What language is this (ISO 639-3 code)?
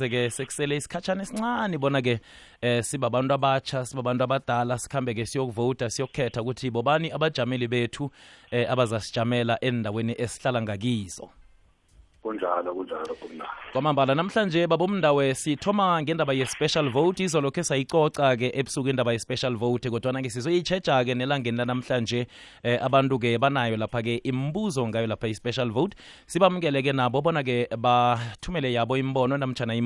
nbl